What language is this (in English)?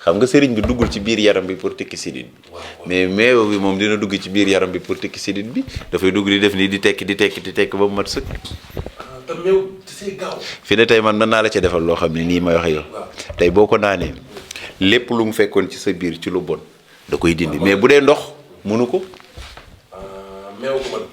Wolof